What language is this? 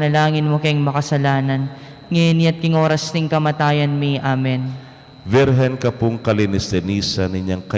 Pampanga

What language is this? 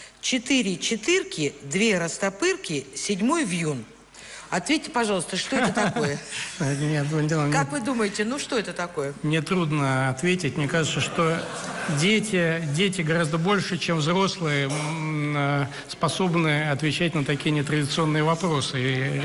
Russian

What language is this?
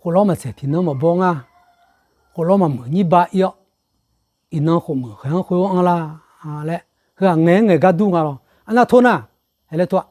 Akha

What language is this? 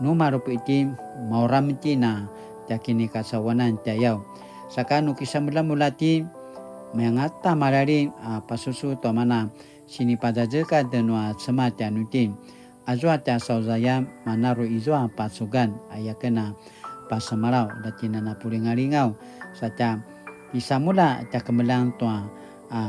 Paiwan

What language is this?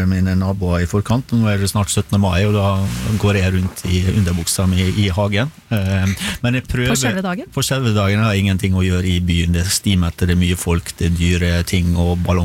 Norwegian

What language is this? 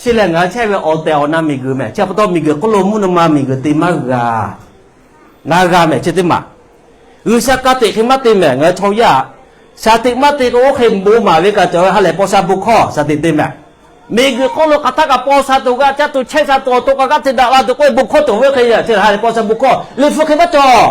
Lahu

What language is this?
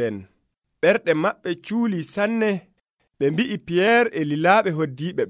Nigerian Fulfulde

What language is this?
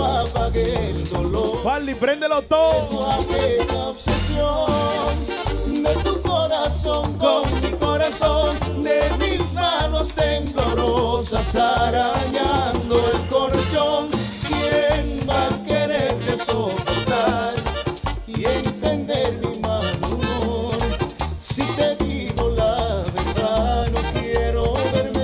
Spanish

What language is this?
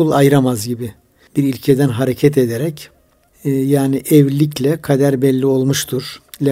Turkish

